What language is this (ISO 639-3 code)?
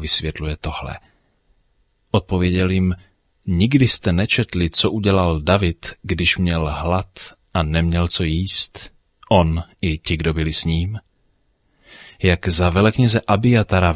ces